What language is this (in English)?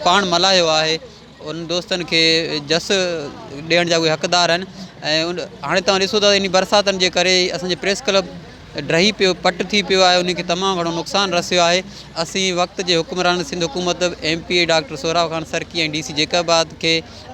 Sindhi